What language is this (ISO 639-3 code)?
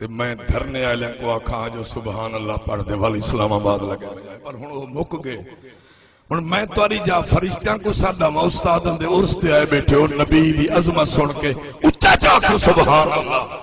skr